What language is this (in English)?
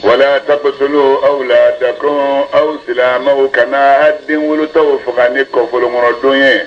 Bambara